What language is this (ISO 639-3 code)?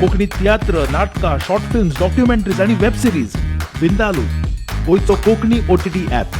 kok